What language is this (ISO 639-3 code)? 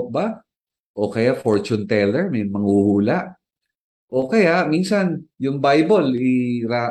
fil